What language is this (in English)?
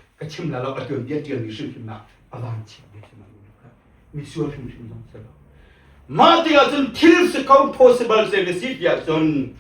Hakha Chin